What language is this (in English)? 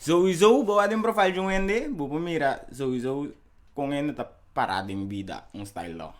Papiamento